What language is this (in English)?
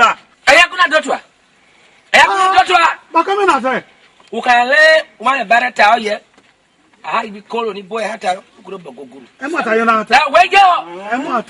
Esan